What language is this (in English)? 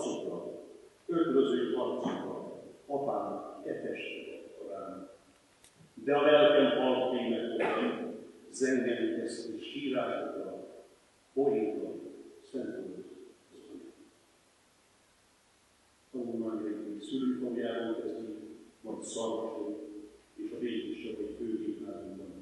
Hungarian